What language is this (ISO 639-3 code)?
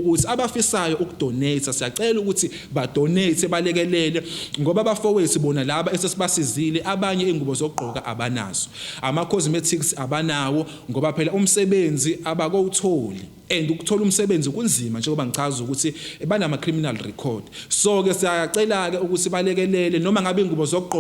zul